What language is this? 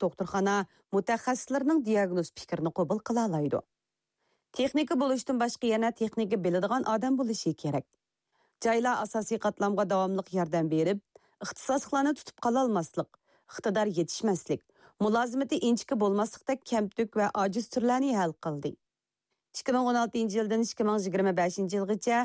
Uyghur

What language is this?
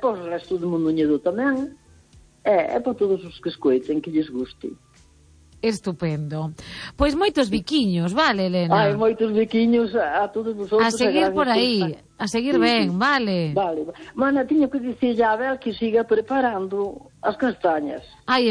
Galician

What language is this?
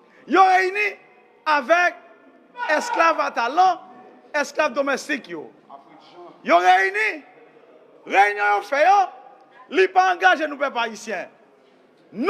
Haitian Creole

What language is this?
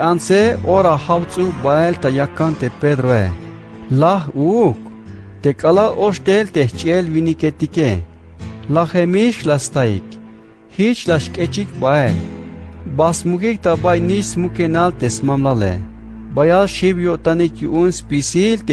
Tzeltal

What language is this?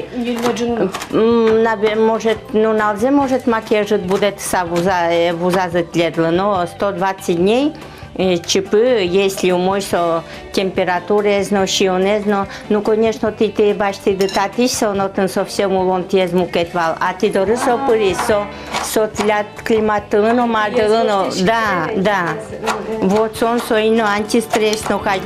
Udmurt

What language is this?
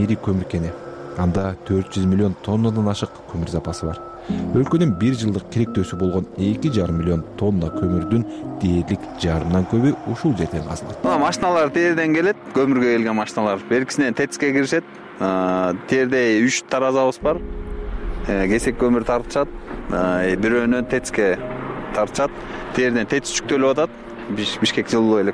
Kyrgyz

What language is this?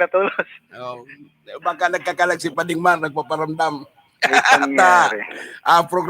Bikol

